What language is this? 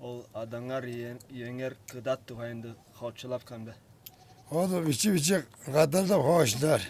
Tuvinian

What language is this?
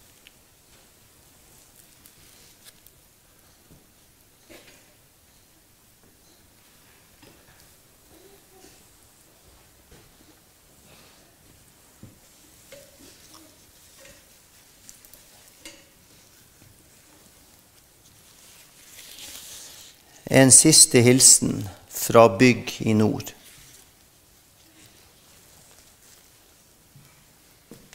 Norwegian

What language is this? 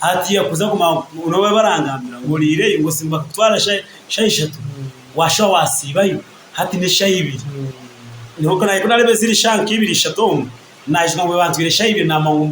Nyankole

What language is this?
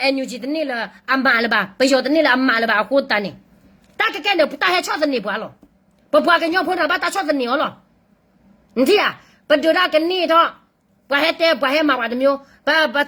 S'gaw Karen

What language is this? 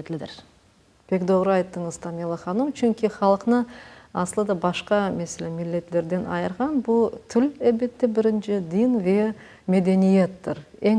Crimean Tatar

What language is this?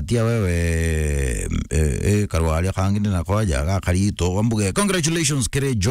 Meru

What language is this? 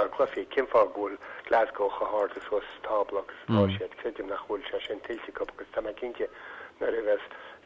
Irish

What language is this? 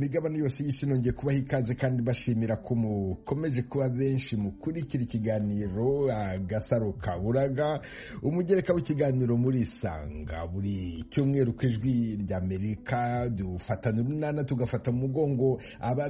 Kinyarwanda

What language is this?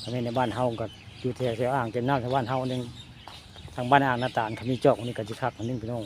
Northeastern Thai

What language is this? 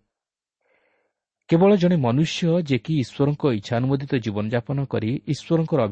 Odia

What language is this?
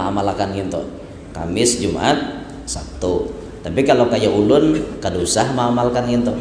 Banjar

